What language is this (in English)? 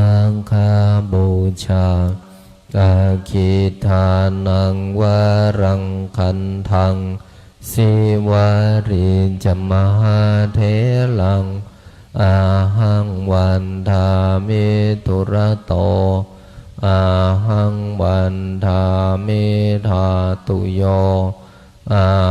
Pali